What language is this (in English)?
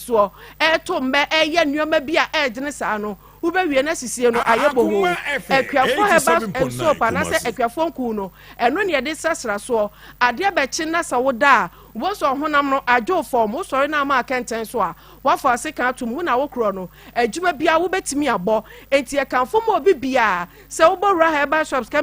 Akan